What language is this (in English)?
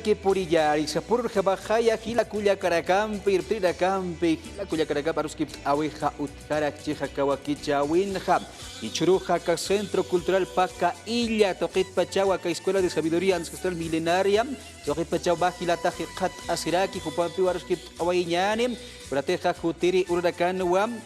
Aymara